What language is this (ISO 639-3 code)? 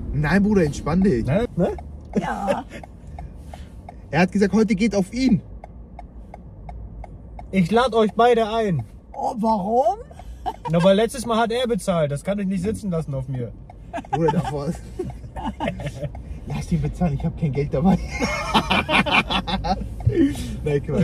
deu